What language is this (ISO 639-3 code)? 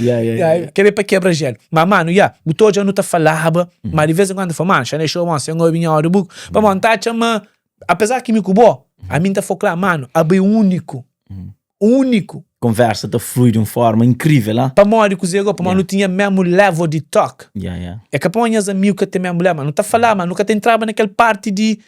kea